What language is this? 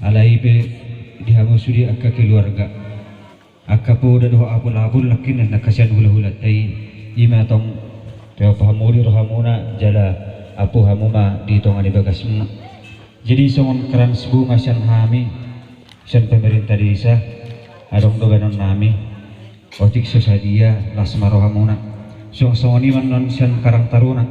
Batak Toba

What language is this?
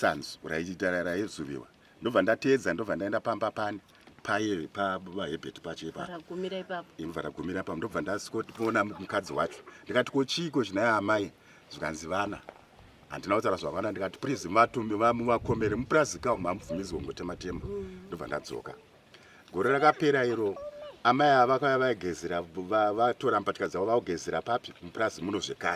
Shona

